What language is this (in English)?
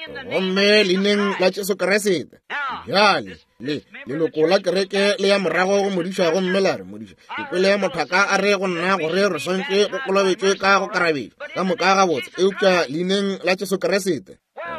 Northern Sotho